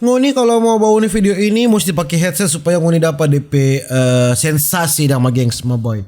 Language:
Manado Malay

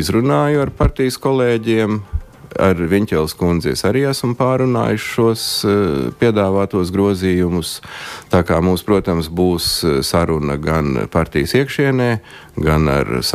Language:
Latvian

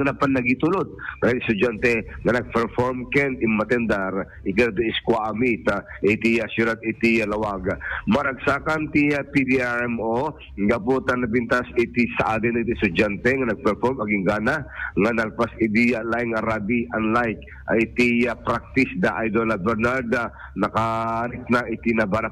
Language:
Iloko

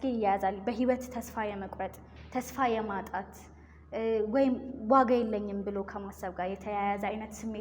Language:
Amharic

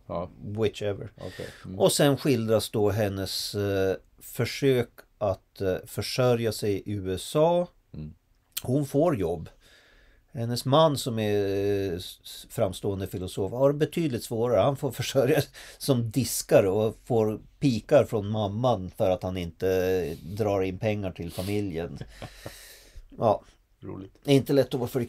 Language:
Swedish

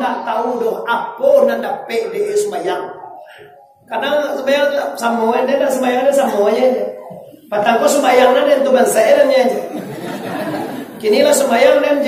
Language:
Minangkabau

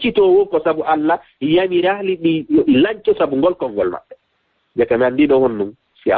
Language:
Fula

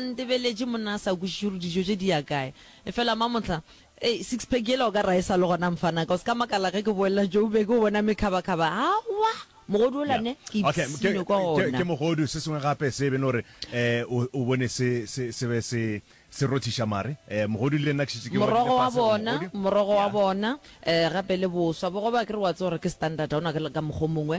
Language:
Northern Sotho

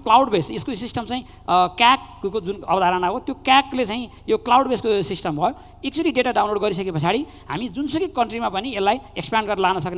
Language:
Nepali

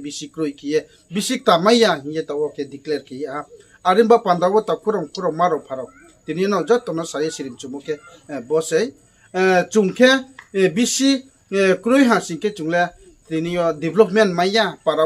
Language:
Riang (India)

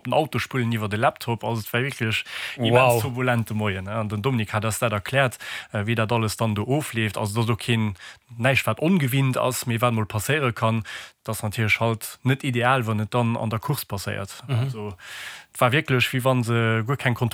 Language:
Luxembourgish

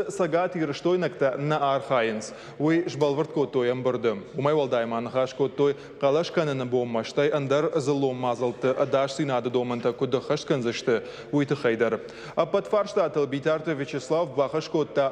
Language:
Ossetic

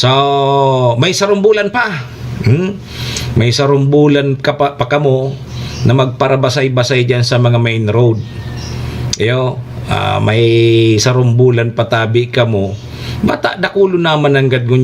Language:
Bikol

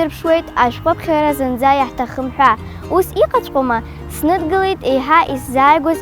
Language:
Abkhazian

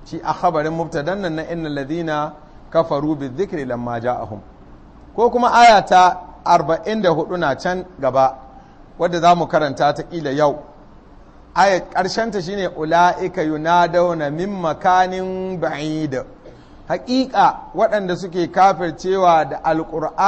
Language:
Hausa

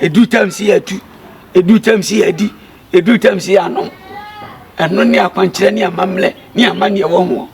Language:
Akan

